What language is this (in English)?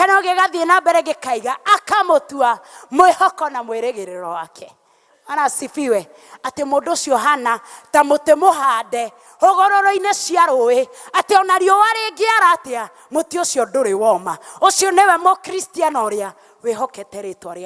Kikuyu